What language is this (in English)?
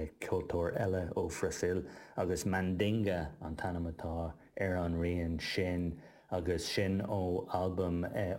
Irish